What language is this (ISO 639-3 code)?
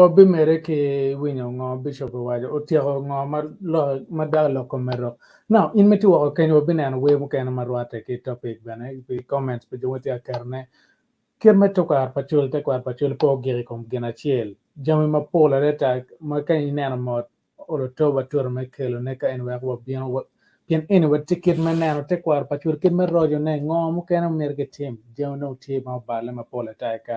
ach